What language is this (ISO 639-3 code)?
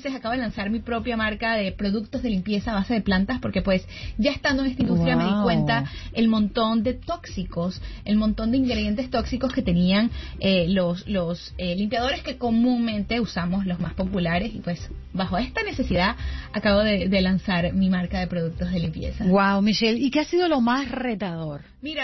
spa